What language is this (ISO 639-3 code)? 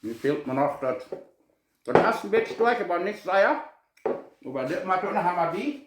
pdt